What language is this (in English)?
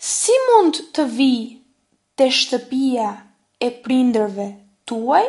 Albanian